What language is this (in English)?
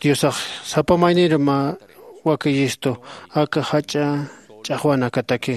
Aymara